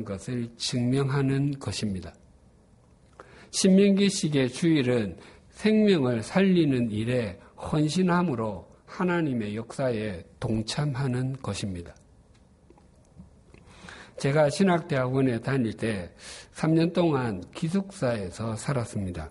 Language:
Korean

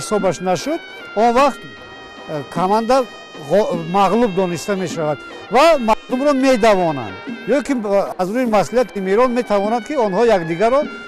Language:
Tajik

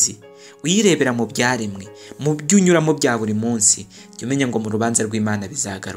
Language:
Kinyarwanda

